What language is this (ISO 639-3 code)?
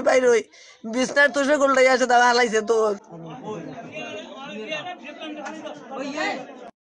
ben